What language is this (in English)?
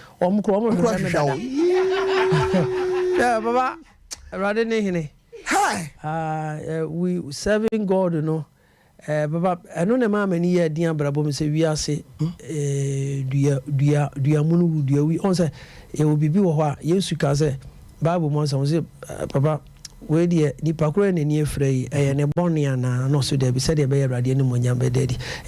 Akan